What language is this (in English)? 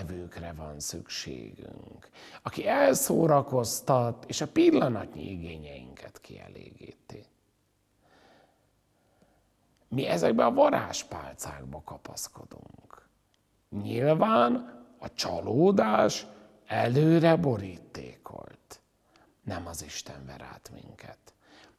Hungarian